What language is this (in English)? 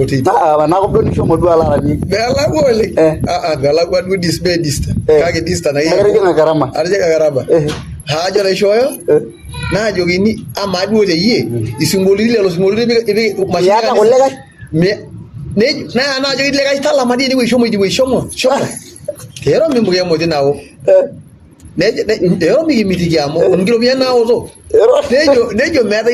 Masai